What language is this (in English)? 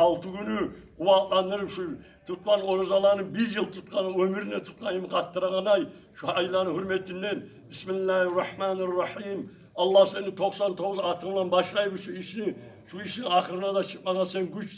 Kumyk